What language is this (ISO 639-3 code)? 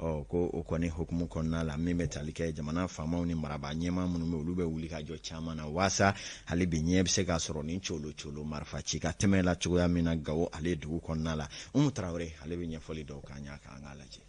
bam